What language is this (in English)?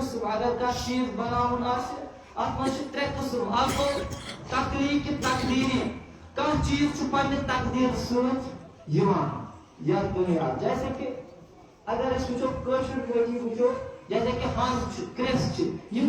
Kashmiri